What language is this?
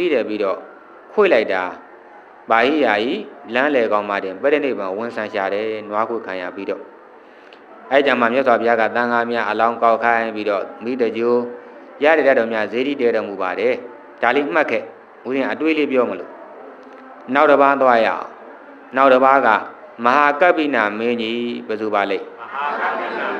Burmese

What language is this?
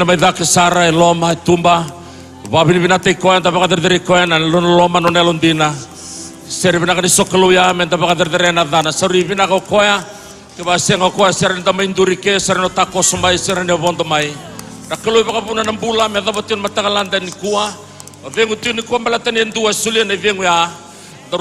Fijian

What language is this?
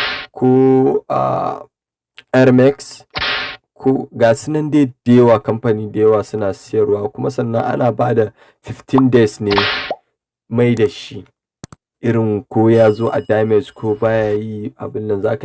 Hausa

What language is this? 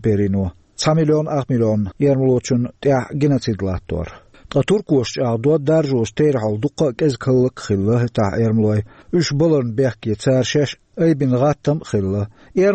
Chechen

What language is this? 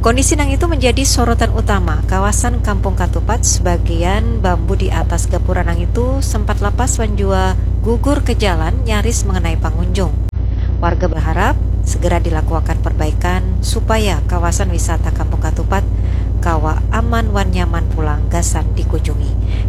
Banjar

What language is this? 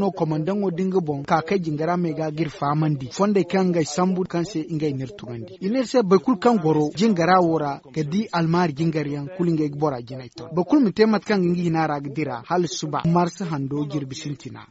Zarma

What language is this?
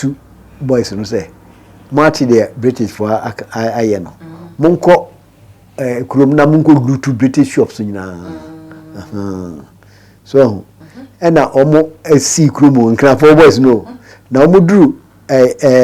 Akan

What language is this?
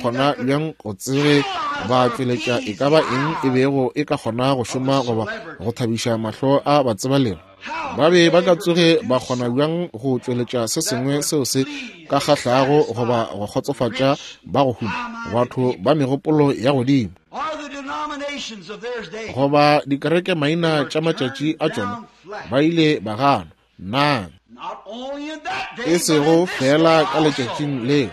Northern Sotho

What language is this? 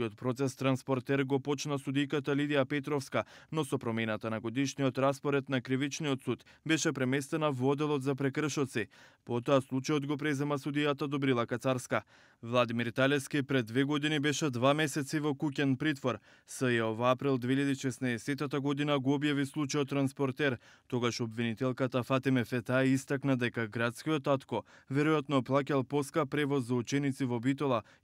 Macedonian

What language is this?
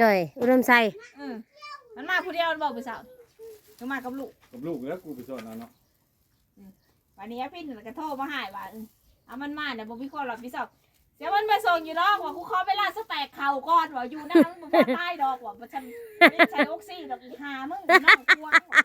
Northeastern Thai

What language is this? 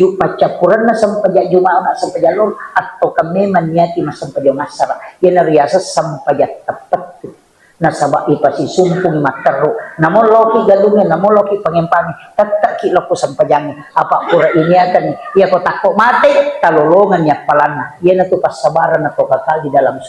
Buginese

